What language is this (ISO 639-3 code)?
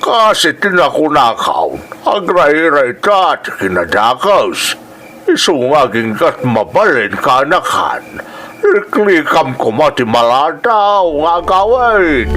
ilo